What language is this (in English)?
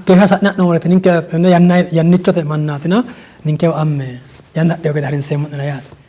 Sidamo